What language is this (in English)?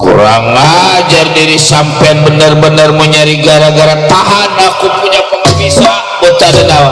Betawi